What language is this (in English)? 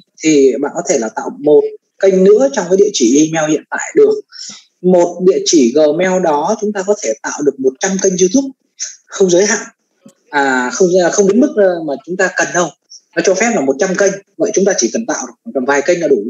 Vietnamese